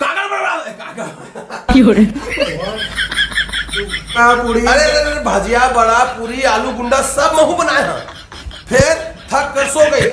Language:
Chhattisgarhi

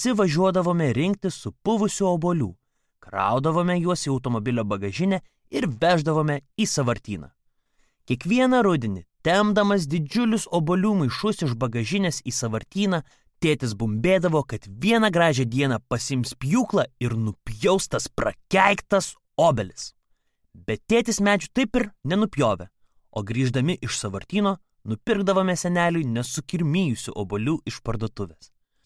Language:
Lithuanian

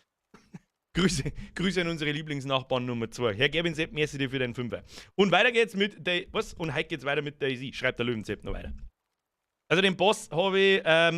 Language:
Bavarian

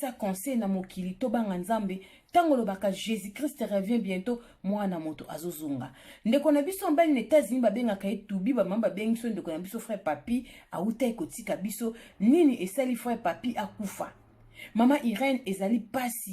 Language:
Lingala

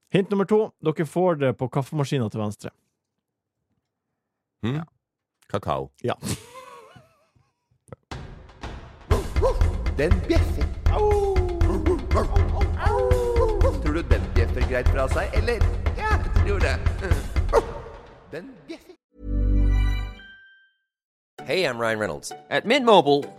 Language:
Norwegian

